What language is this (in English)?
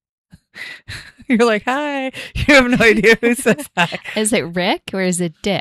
English